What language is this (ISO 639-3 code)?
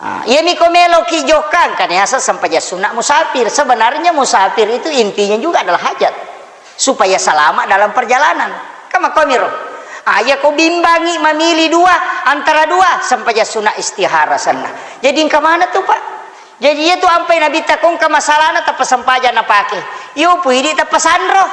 bug